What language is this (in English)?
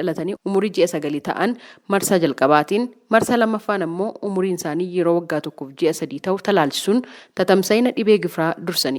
Oromo